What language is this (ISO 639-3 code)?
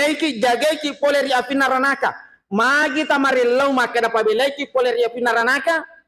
bug